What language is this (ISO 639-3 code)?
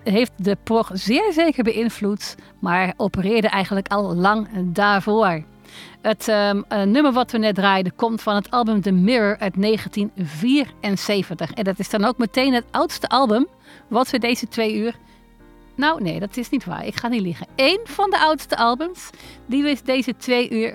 nld